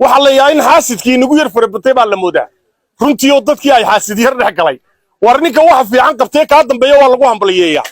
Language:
Somali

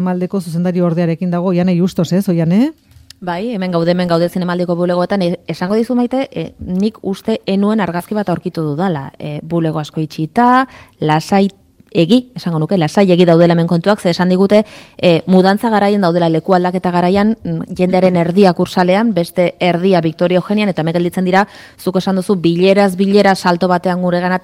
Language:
Basque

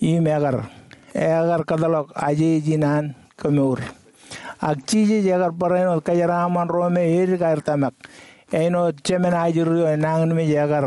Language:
Marshallese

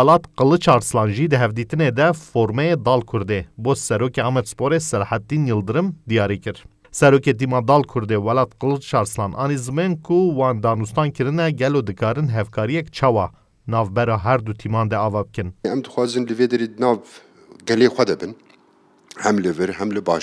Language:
Kurdish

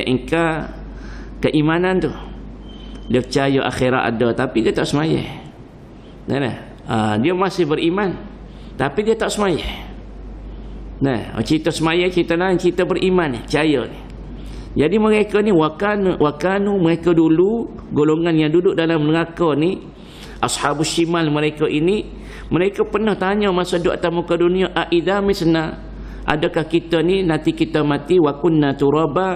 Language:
Malay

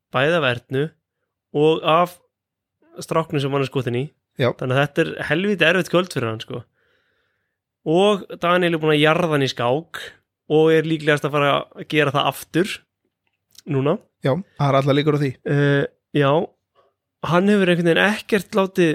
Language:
Icelandic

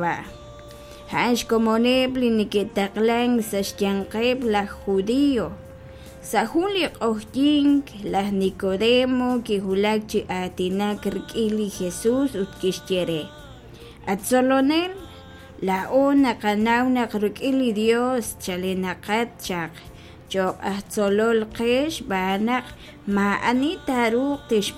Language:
Kekchí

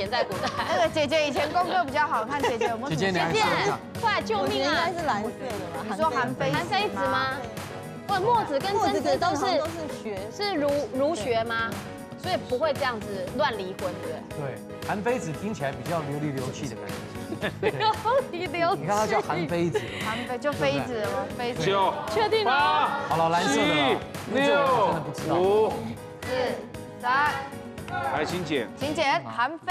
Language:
Chinese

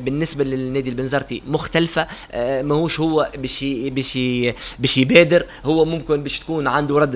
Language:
Tunisian Arabic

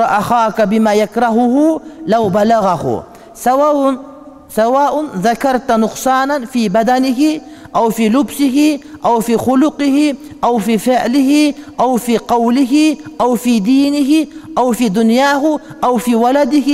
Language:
Kyrgyz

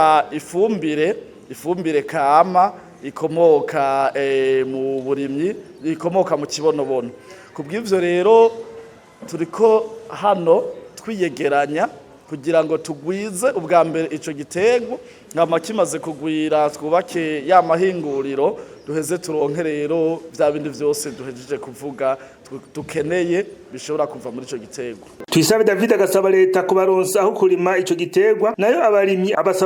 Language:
Rundi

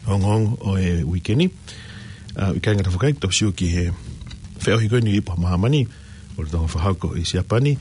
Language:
Tongan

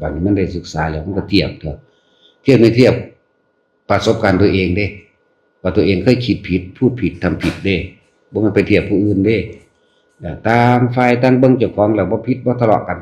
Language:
Northeastern Thai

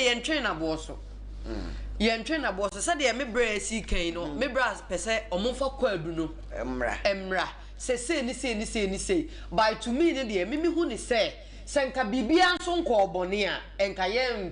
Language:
Akan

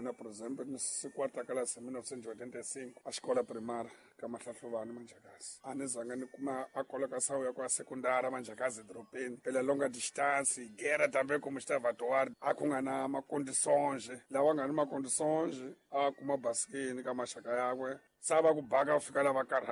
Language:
Tsonga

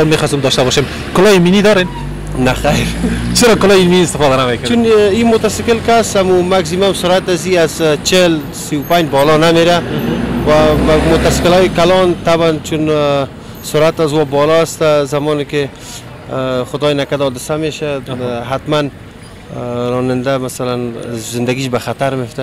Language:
Persian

